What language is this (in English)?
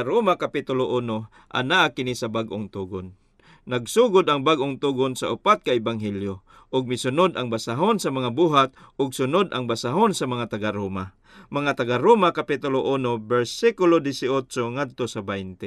Cebuano